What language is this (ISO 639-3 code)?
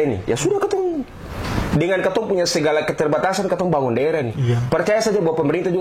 abs